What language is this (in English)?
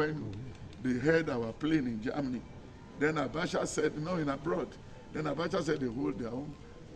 Yoruba